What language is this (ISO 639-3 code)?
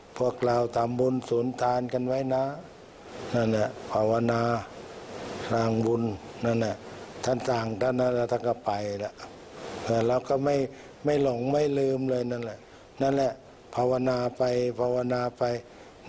tha